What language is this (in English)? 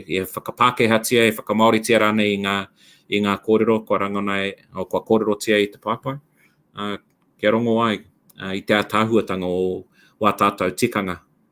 Māori